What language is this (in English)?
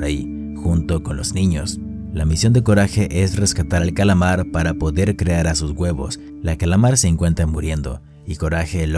Spanish